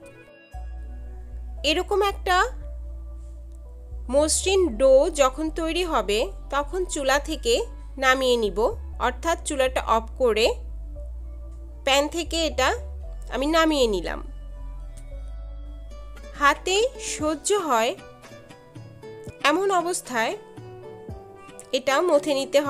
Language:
Bangla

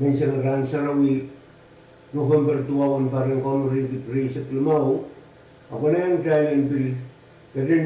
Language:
Pohnpeian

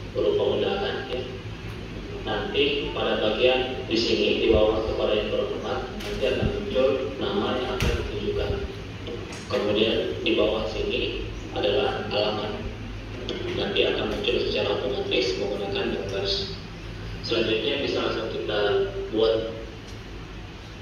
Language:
Indonesian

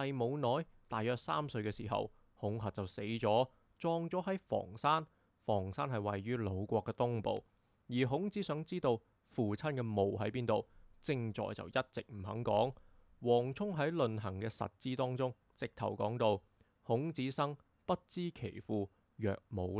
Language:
Cantonese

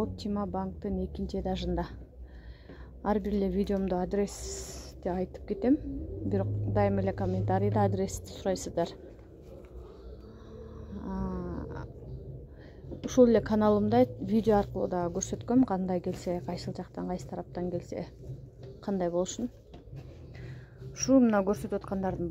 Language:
Kyrgyz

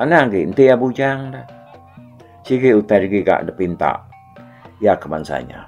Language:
Iban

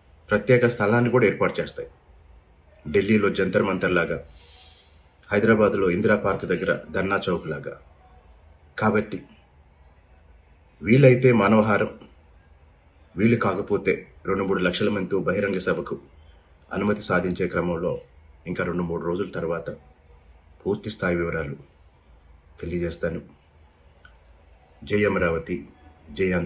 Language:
Telugu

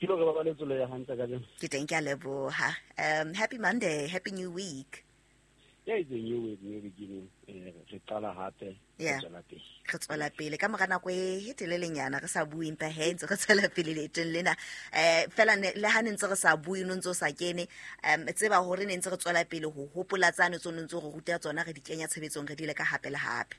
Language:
Southern Sotho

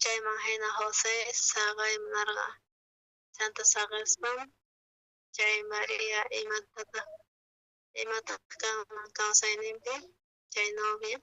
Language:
South Bolivian Quechua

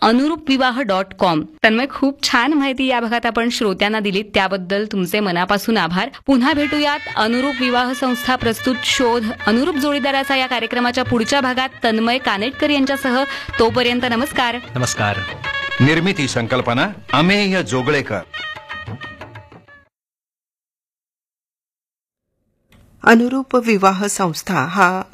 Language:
Marathi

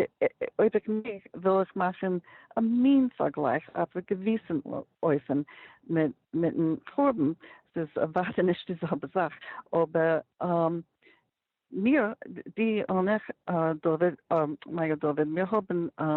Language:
Yiddish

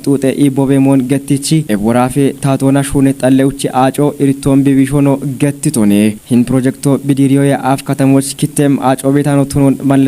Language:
Kafa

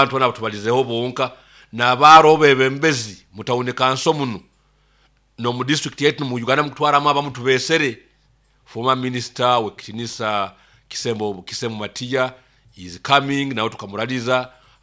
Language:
Nyoro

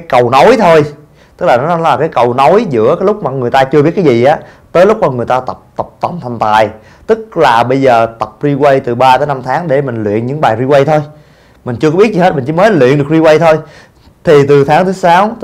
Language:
Vietnamese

